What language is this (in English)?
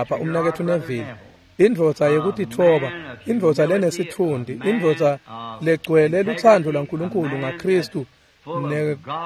Swati